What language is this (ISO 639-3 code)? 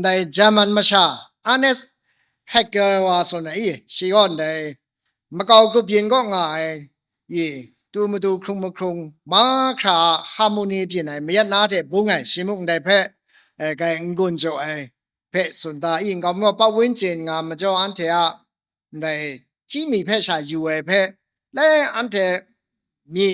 kac